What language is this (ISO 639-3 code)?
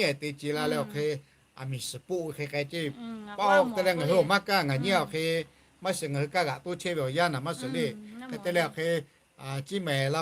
lhu